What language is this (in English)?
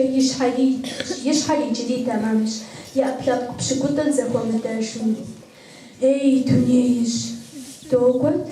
Kabardian